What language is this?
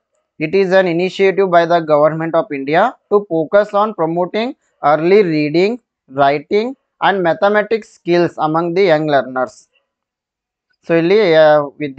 Kannada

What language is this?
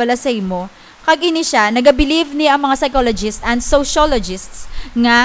Hiligaynon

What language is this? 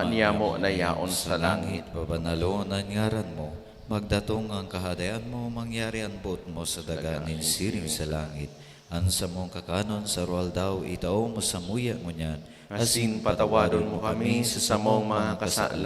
Bikol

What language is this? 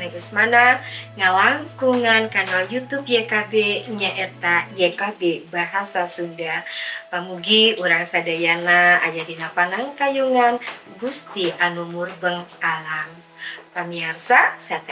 Sundanese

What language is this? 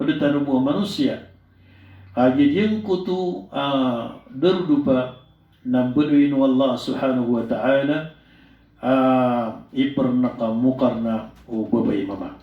Maranao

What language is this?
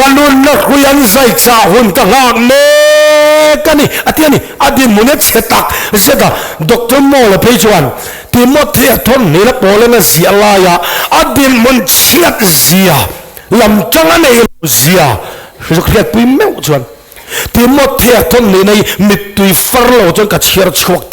Mizo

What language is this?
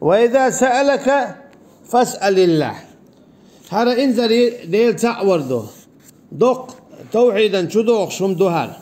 Chechen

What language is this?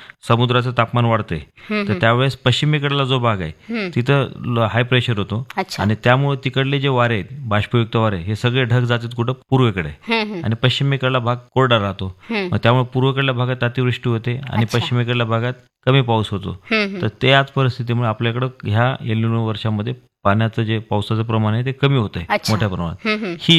Marathi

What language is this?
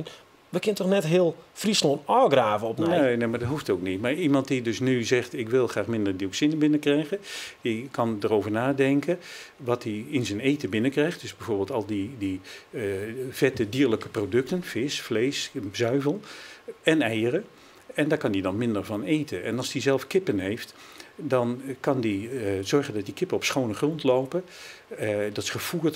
Western Frisian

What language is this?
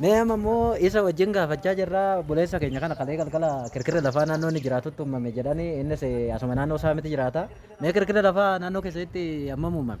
Oromo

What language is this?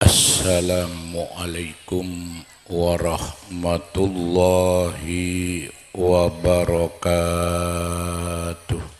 Madurese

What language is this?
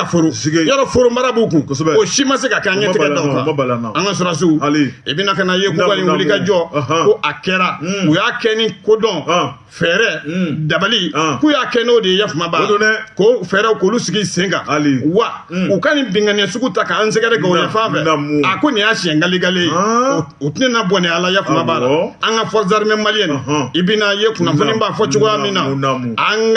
Bambara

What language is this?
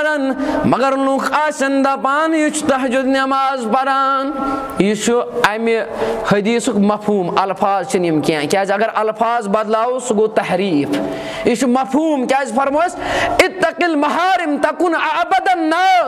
Kashmiri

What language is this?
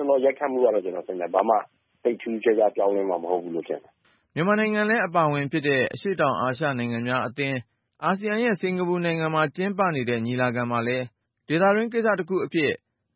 Burmese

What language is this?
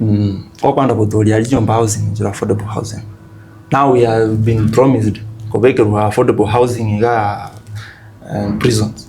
Gusii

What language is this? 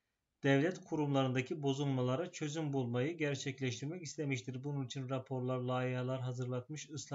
Turkish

